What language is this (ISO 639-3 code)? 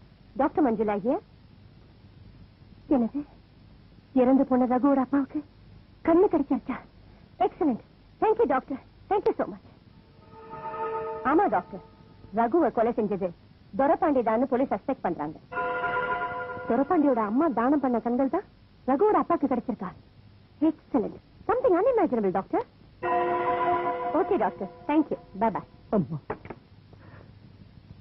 tam